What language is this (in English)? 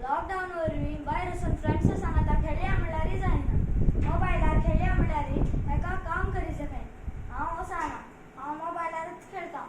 Konkani